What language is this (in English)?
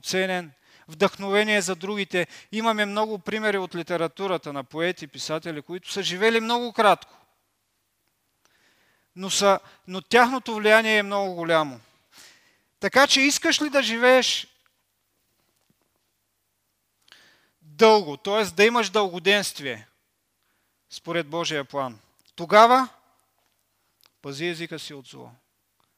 Bulgarian